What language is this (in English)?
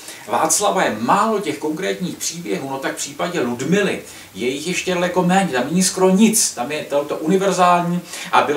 Czech